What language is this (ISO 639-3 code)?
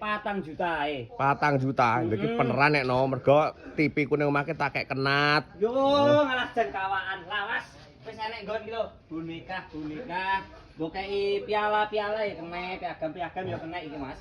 jav